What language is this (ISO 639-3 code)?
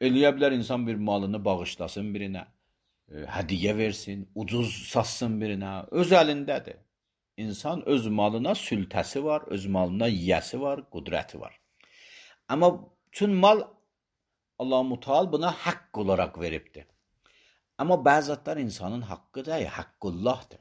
aze